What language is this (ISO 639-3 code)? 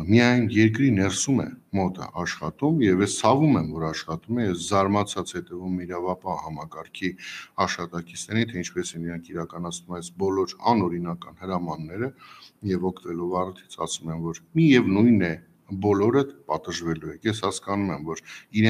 hye